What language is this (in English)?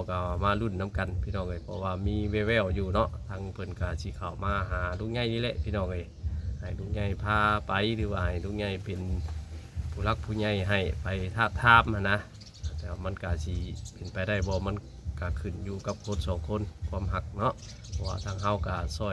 Northeastern Thai